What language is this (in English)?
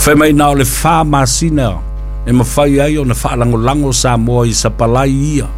Samoan